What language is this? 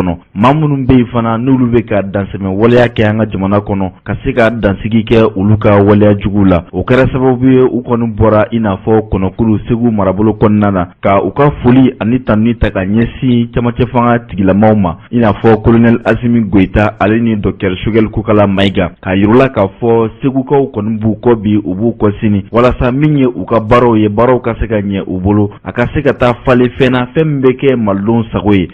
Bambara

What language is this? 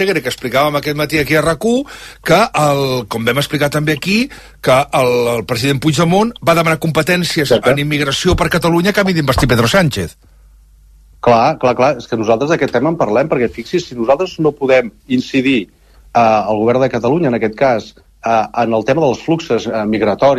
Catalan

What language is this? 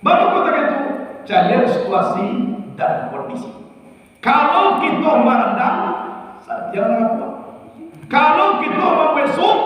Minangkabau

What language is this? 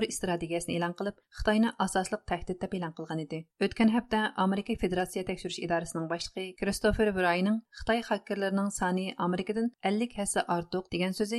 Uyghur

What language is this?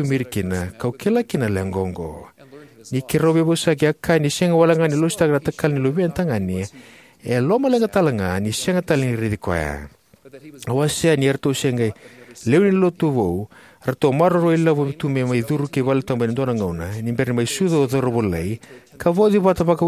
Fijian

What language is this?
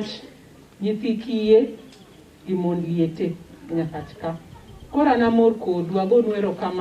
Luo (Kenya and Tanzania)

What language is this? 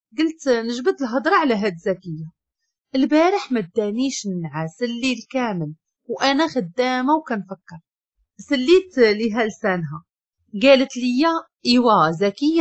Moroccan Arabic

